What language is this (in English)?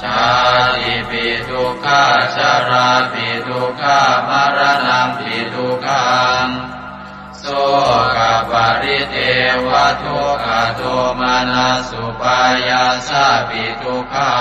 Pali